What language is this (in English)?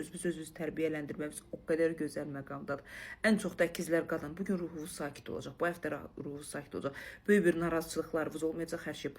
Azerbaijani